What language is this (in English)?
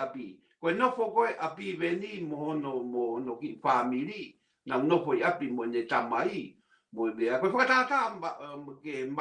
Tongan